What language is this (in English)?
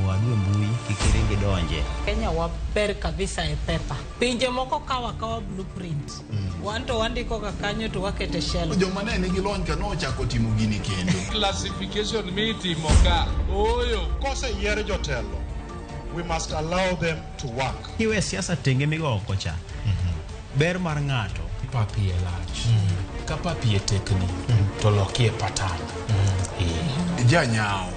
Luo (Kenya and Tanzania)